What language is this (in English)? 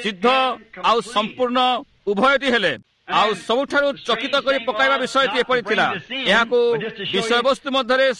Odia